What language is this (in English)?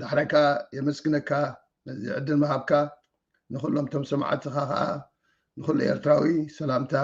Tigrinya